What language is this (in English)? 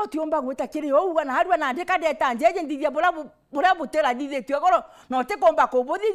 Meru